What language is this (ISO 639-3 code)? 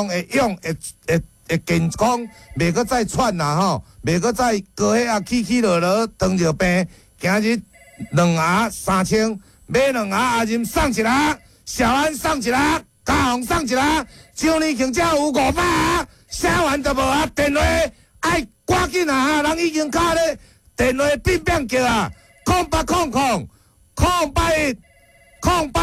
nan